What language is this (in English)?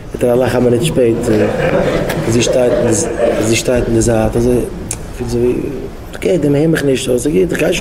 Yiddish